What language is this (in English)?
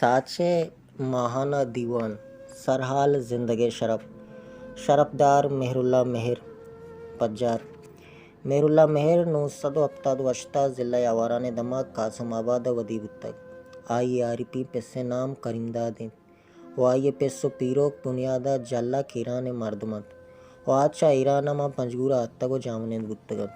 Baluchi